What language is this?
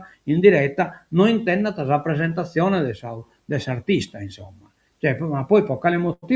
Sardinian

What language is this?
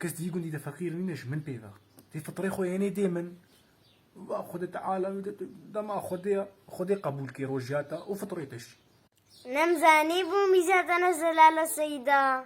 Kurdish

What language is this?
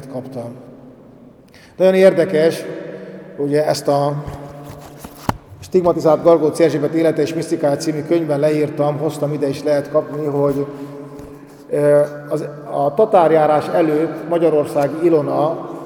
Hungarian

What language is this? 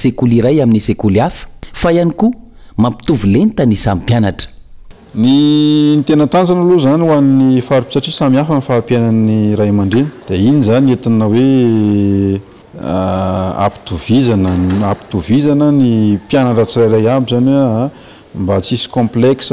Malagasy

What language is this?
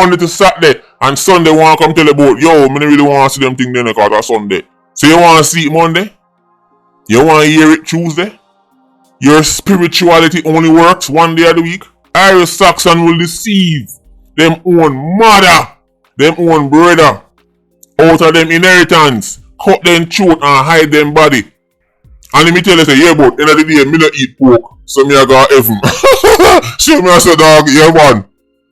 Jamaican Creole English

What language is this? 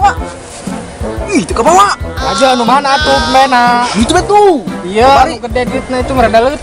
Sundanese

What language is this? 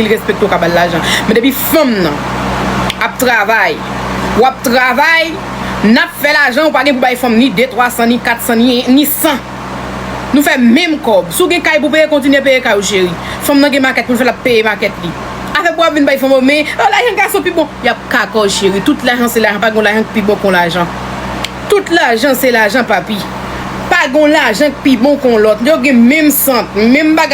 Haitian Creole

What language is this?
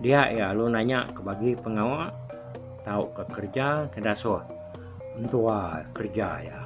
Iban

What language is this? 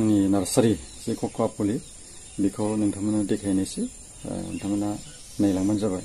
Bodo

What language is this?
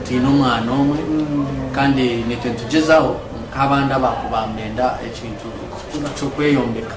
Nyankole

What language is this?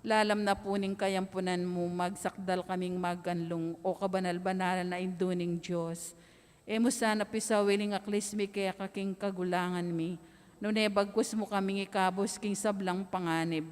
Pampanga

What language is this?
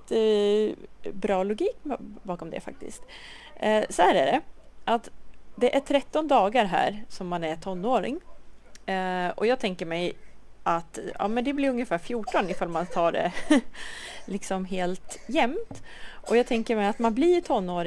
Swedish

